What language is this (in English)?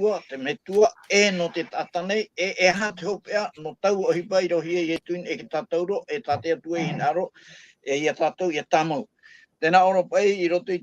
Tahitian